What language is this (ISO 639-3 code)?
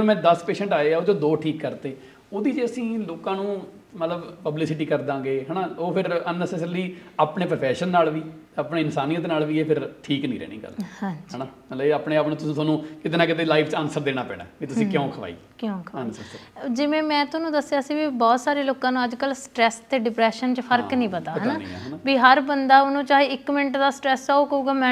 pan